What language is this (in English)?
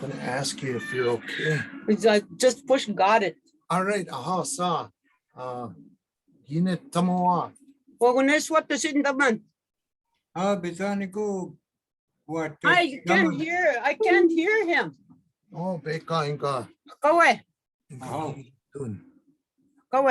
Chippewa